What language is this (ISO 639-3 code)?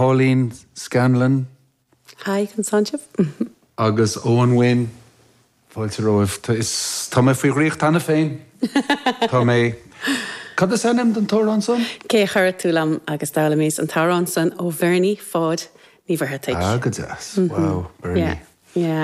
gle